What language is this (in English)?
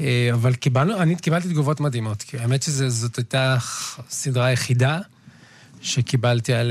Hebrew